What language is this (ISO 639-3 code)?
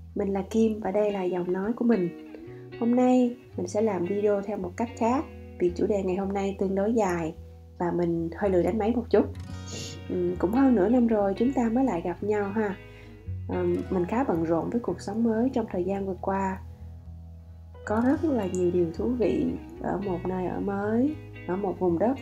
vie